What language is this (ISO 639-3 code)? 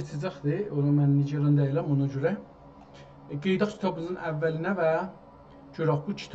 azb